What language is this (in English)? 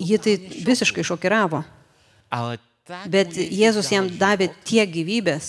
Lithuanian